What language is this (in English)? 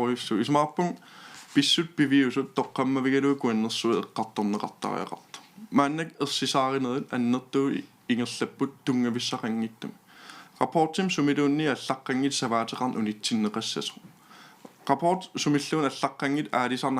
Kalaallisut